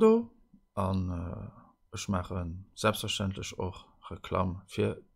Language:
Luxembourgish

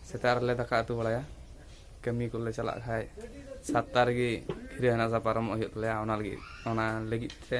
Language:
Santali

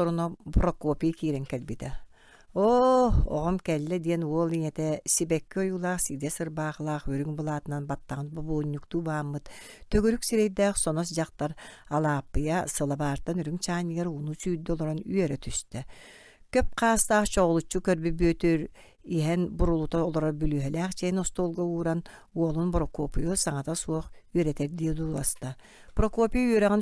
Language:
Yakut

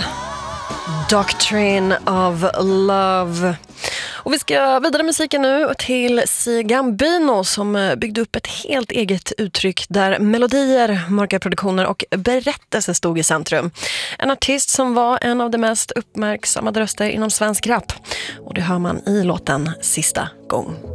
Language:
Swedish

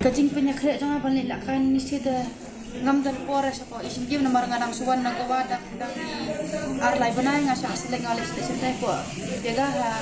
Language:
Khasi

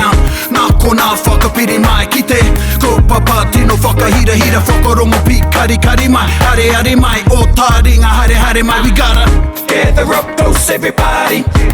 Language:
Māori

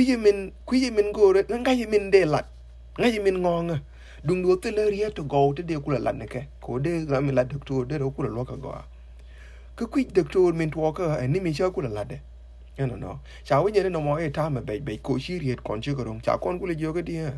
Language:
Nuer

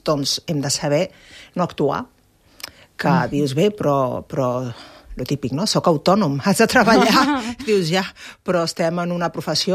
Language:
Catalan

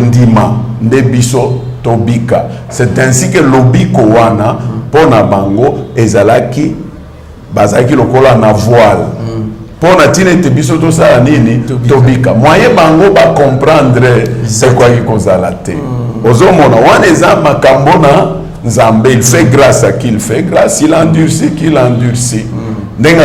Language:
Lingala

